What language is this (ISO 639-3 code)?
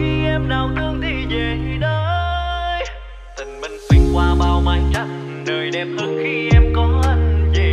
vie